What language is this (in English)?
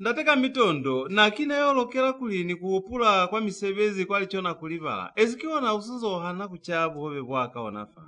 Lozi